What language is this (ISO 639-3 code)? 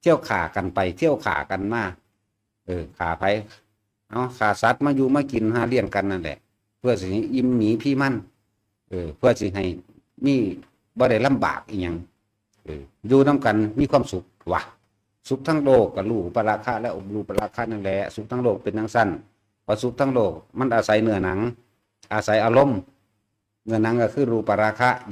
tts